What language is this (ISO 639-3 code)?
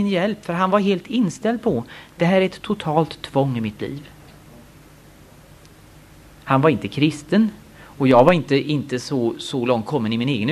swe